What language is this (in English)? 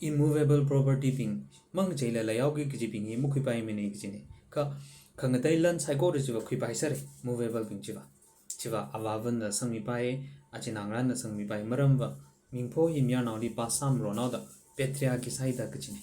Tangkhul Naga (India)